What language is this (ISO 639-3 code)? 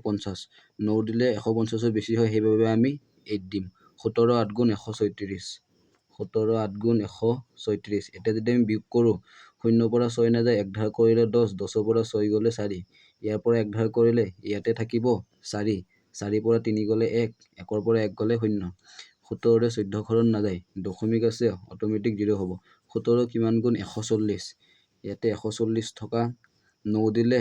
asm